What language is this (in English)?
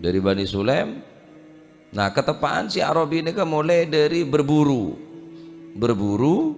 Madurese